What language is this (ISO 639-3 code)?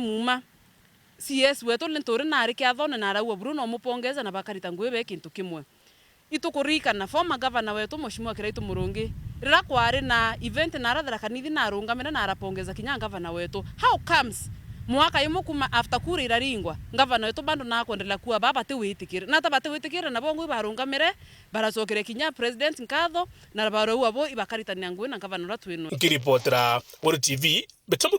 mer